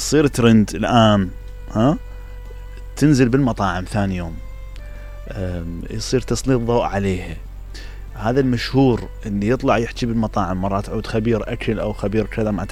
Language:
Mesopotamian Arabic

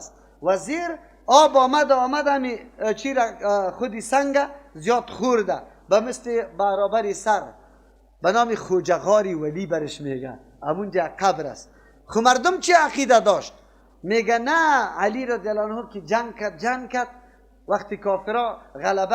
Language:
Persian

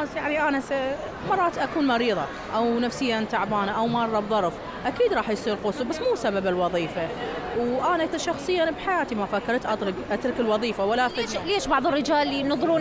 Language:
Mesopotamian Arabic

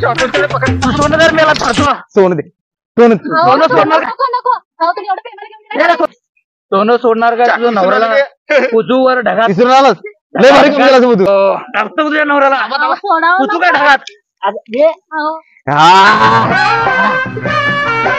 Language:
Marathi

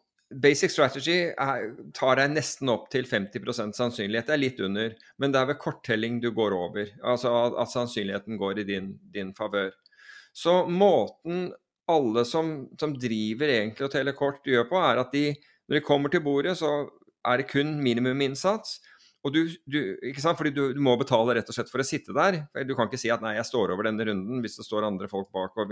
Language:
Norwegian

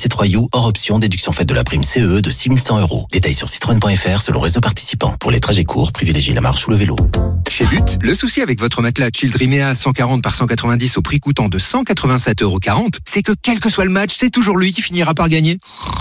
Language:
French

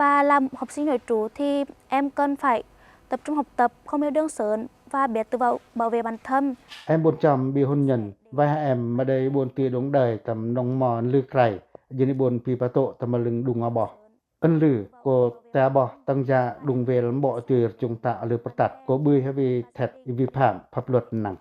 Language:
Pacoh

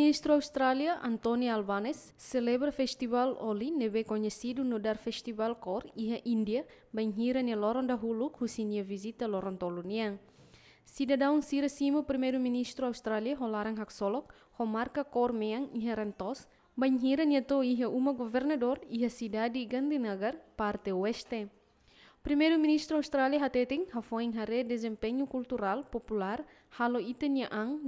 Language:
Tetum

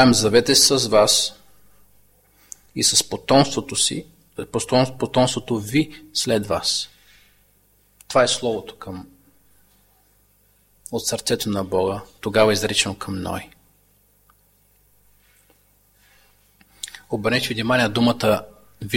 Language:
Bulgarian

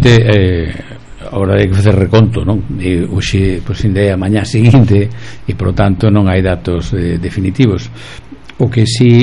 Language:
Galician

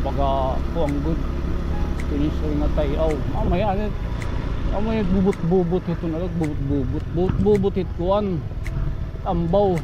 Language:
Waray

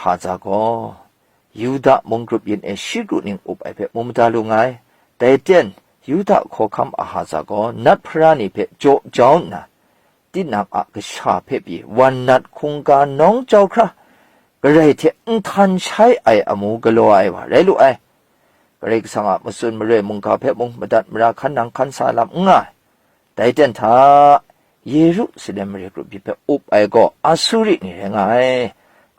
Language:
Kachin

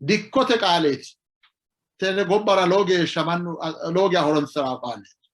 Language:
Sidamo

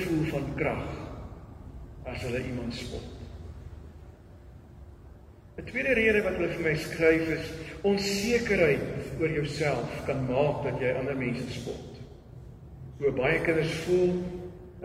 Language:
Afrikaans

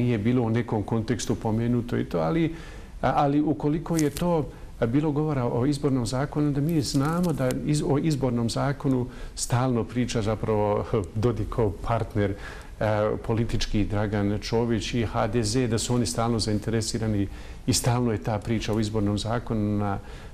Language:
Bosnian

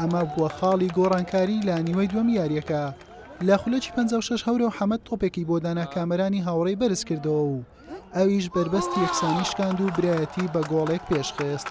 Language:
Central Kurdish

